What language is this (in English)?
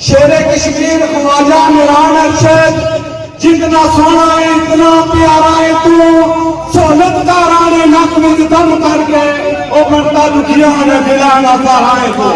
Pahari-Potwari